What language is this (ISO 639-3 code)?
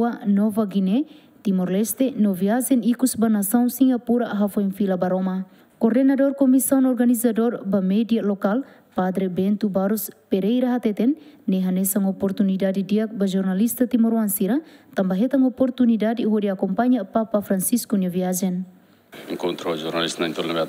tet